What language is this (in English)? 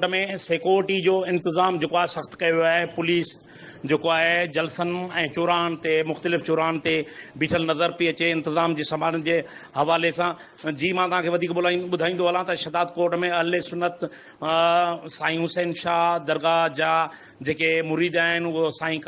Sindhi